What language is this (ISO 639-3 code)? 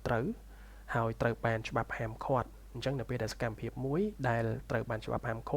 khm